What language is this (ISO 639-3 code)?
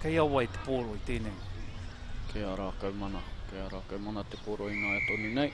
mri